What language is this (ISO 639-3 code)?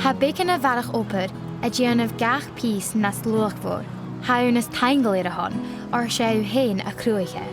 gla